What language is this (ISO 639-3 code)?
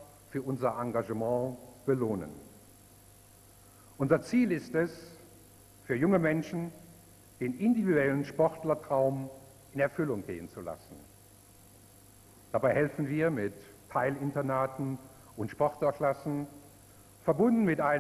deu